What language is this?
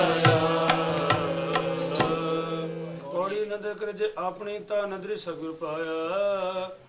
Punjabi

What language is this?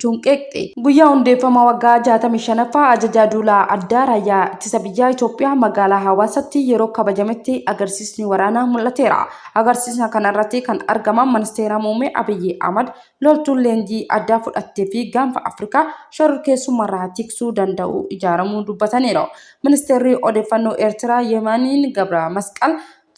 Oromo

